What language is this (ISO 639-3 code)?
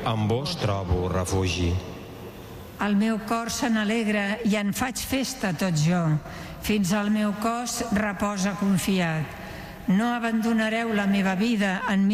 cat